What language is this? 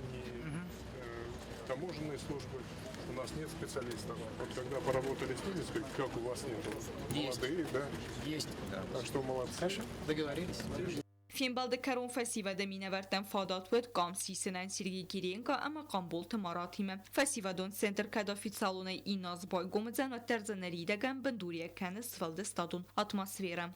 Ossetic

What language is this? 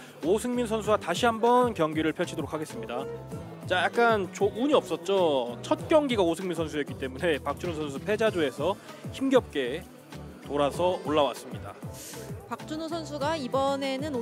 Korean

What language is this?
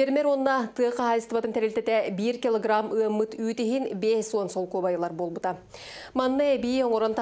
Yakut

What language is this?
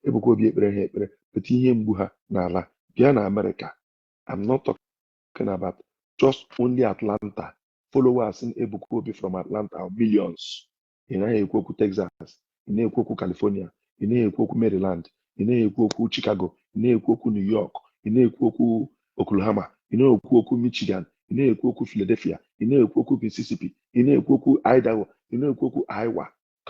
Igbo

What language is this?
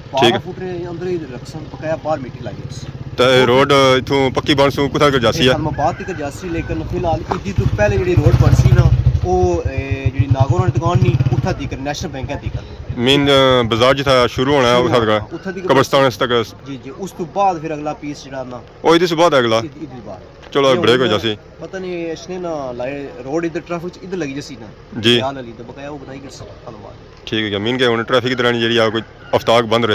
Pahari-Potwari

